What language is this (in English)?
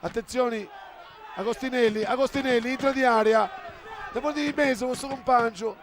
Sardinian